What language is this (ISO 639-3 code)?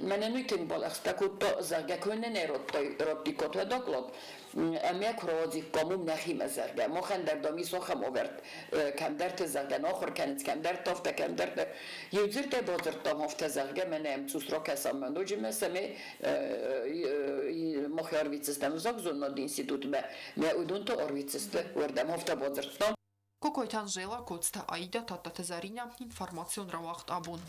oss